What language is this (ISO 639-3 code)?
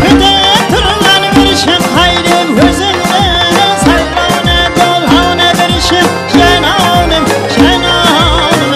kaa